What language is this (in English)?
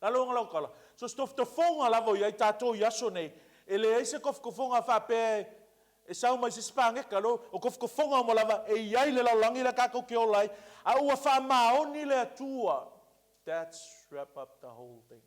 Samoan